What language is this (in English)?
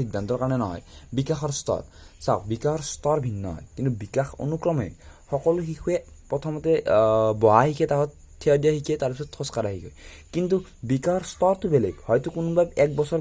Assamese